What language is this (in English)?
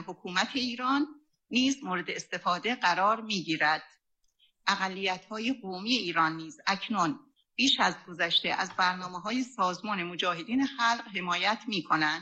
Persian